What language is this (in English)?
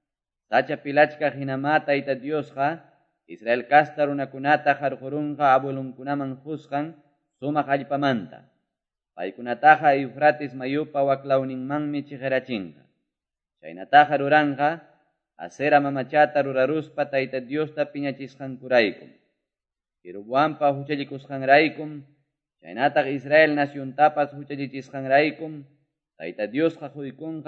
Ayacucho Quechua